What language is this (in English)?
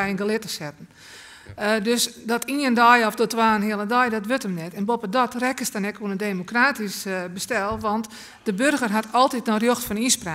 Western Frisian